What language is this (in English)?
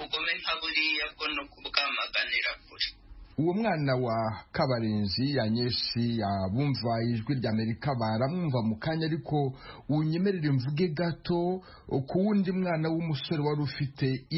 Kinyarwanda